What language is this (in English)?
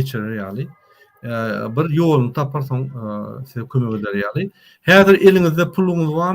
Turkmen